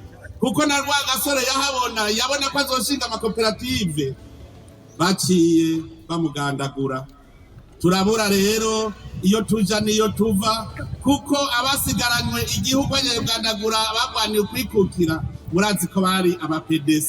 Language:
Rundi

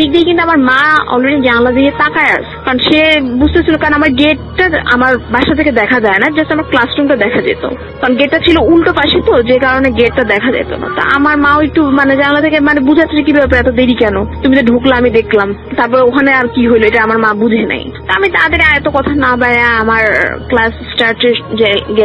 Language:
Bangla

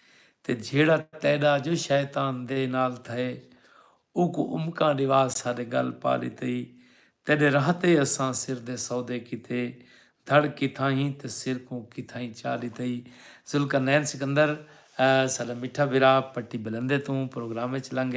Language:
Saraiki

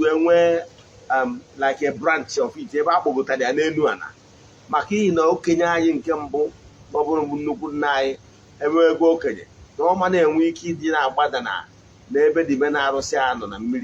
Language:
Igbo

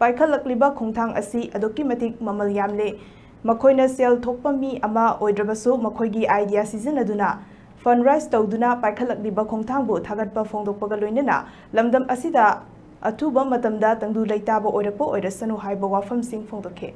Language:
Manipuri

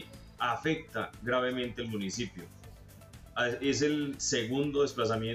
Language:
Spanish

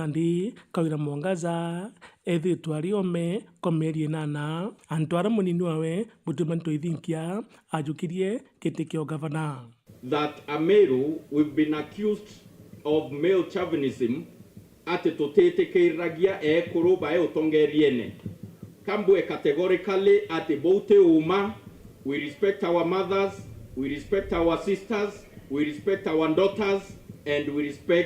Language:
Meru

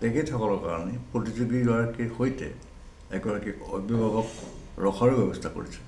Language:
Assamese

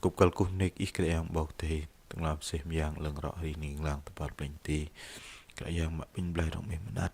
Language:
Bahnar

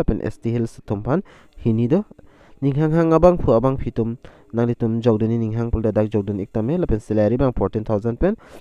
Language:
Karbi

